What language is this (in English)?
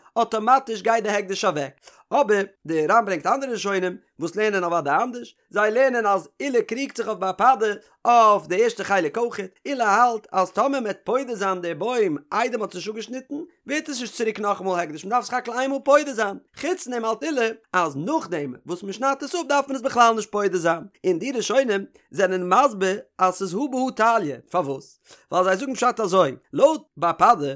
Yiddish